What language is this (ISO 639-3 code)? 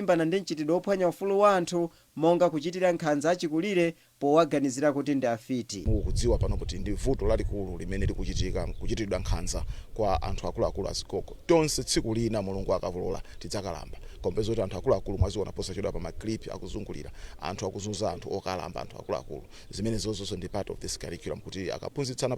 nya